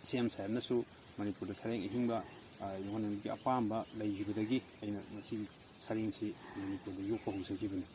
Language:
Manipuri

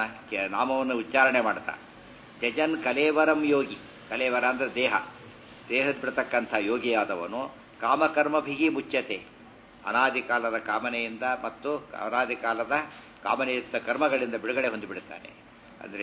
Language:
Kannada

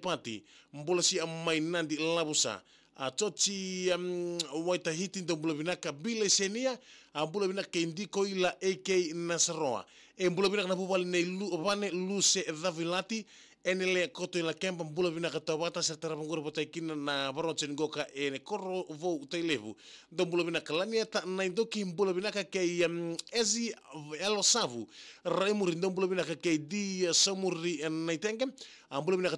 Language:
Fijian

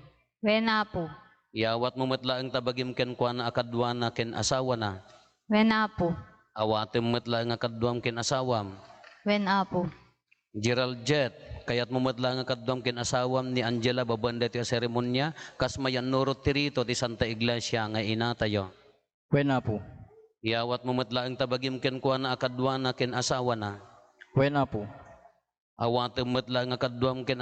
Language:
Iloko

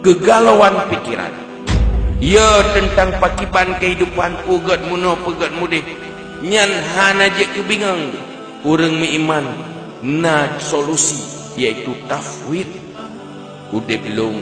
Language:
Achinese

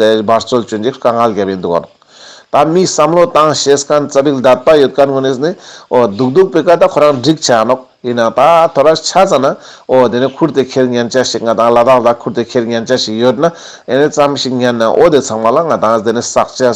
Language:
Ladakhi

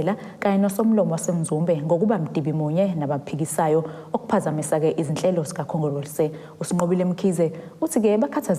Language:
Zulu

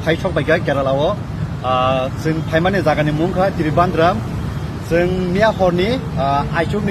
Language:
Kok Borok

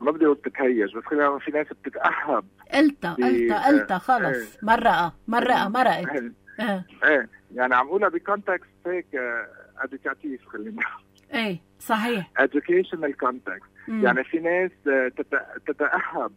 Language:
North Levantine Arabic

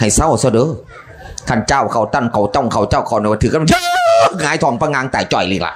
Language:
Northeastern Thai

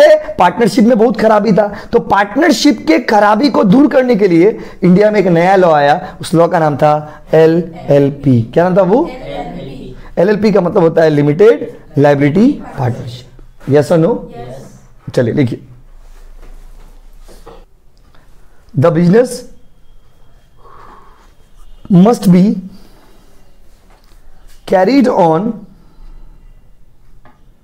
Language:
Hindi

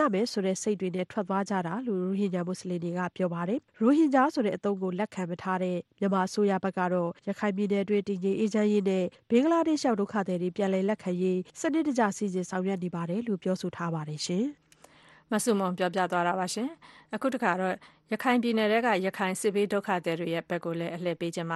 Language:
Burmese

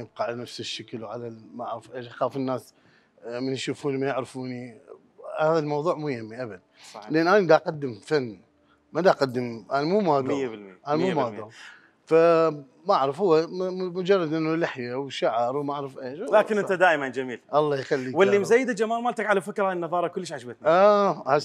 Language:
Mesopotamian Arabic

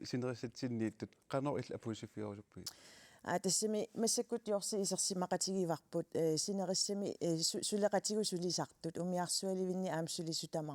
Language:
Kalaallisut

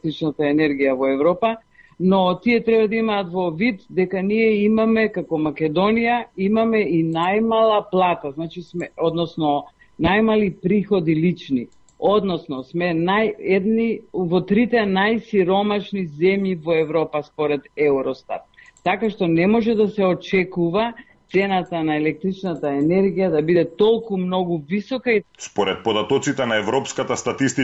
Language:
Macedonian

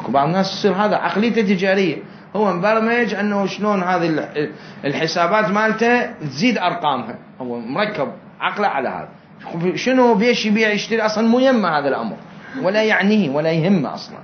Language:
Mesopotamian Arabic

